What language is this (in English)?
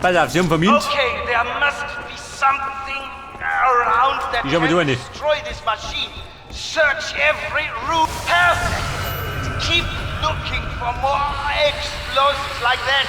Bavarian